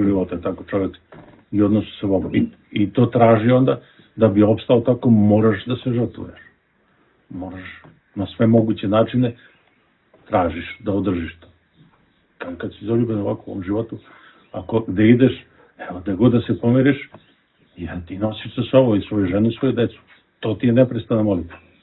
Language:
Serbian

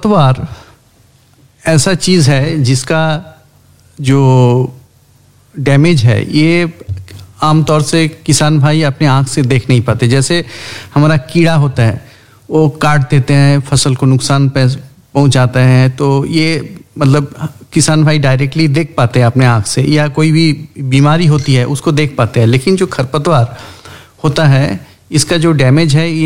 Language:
Hindi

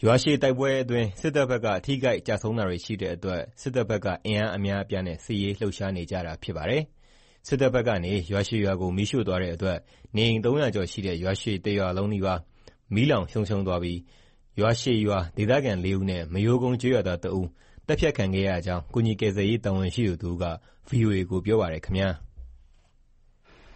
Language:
Burmese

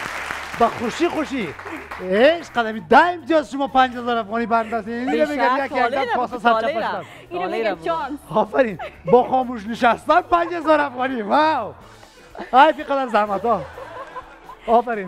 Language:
Persian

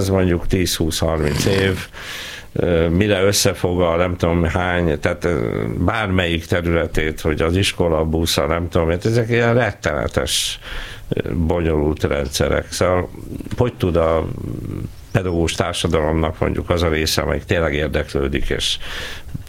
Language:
Hungarian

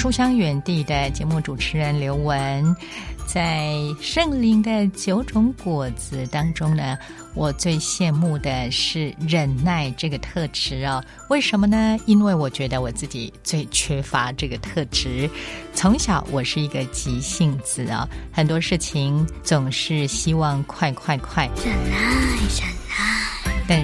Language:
Chinese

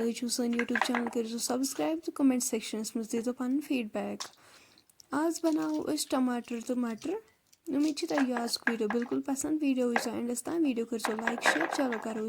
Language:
Kashmiri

